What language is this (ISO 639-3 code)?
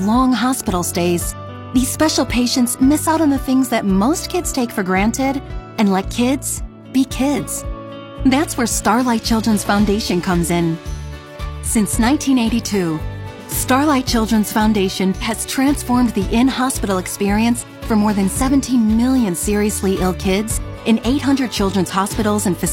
eng